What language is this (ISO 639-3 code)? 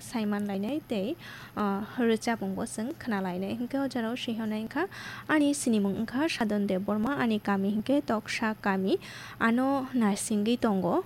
trp